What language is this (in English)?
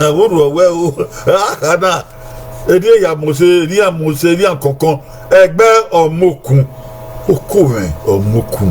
Bini